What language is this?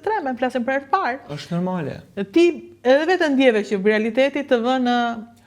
Albanian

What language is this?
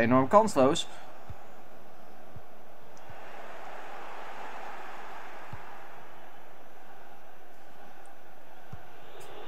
Dutch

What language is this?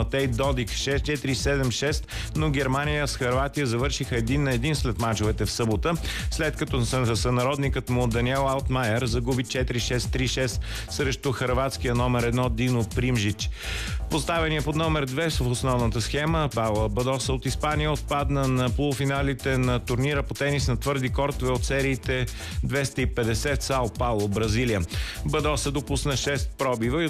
Bulgarian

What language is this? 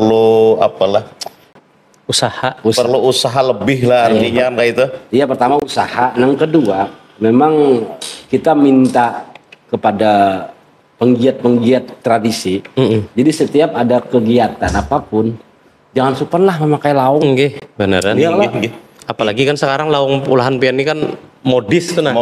Banjar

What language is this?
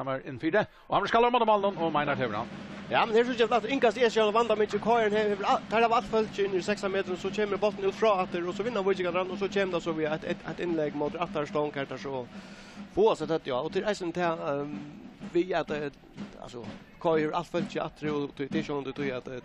Faroese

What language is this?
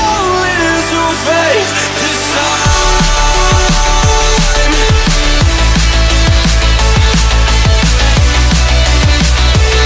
English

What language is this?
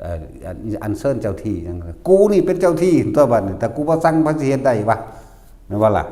Northeastern Thai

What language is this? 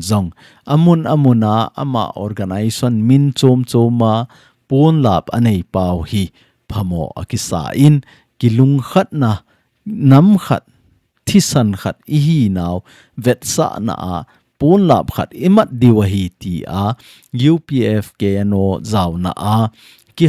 Thado Chin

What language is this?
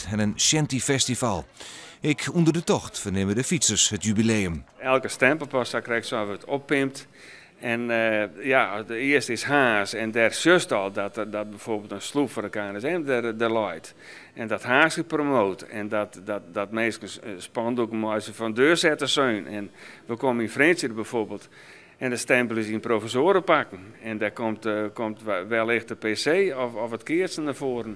Western Frisian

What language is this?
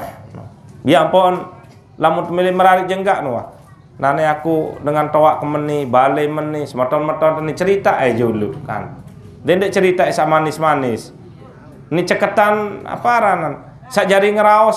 Sasak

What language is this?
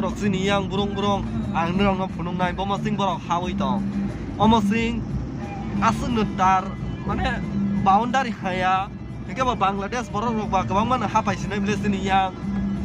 Kok Borok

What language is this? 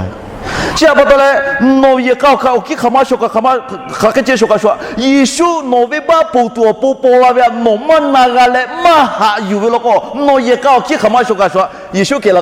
Lahu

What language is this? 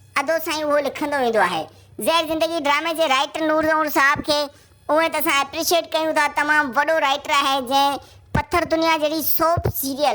Sindhi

